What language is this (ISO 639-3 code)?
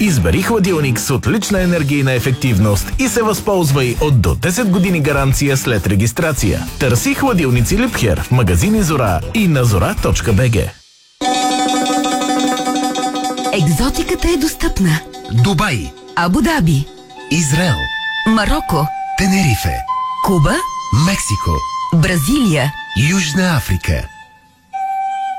bul